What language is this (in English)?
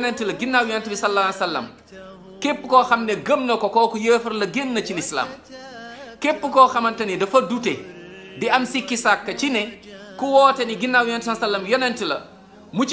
Wolof